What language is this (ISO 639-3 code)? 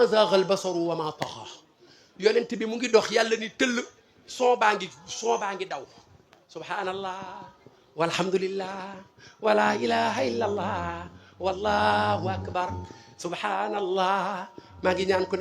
wol